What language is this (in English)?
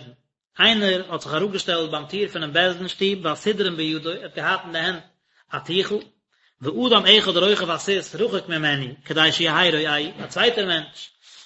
Yiddish